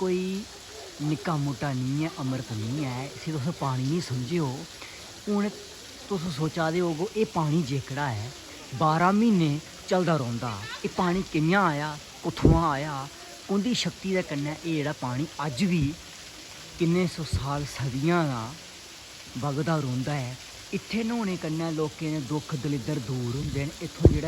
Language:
Dogri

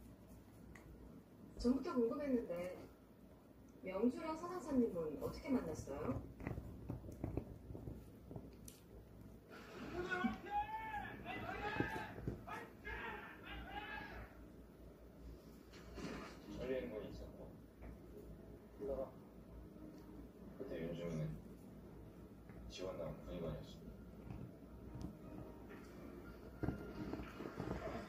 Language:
Korean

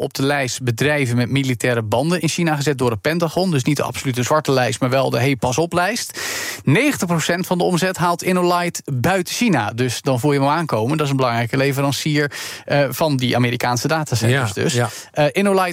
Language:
Dutch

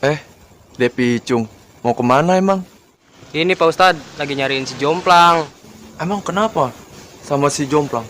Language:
Betawi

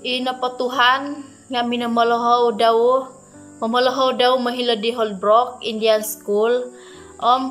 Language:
Central Dusun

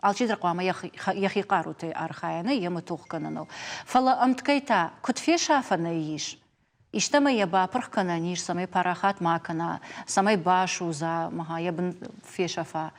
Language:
Ossetic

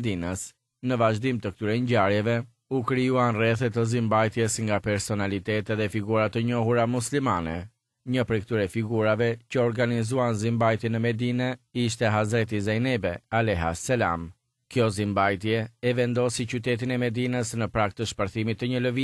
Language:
Albanian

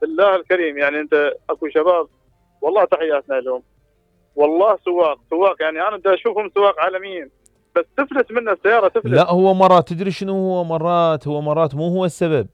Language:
Mesopotamian Arabic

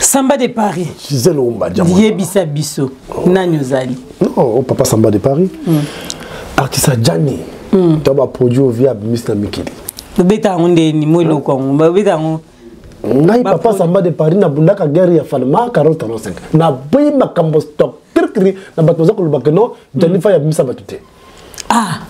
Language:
Lingala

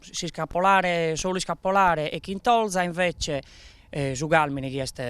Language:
Sardinian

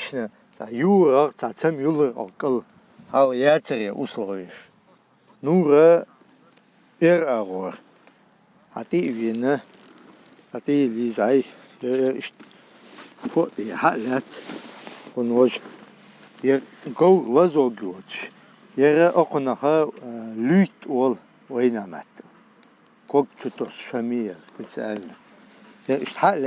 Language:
Chechen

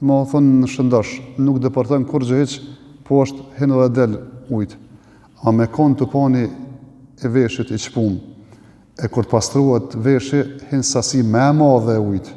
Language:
Albanian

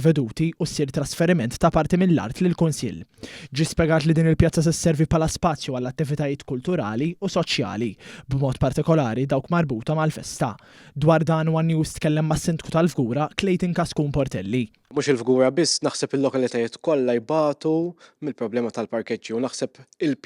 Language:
Maltese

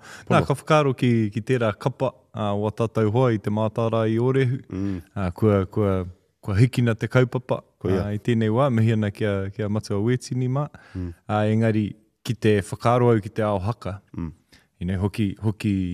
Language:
Māori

